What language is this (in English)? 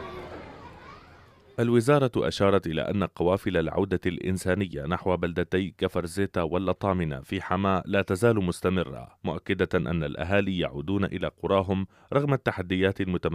Arabic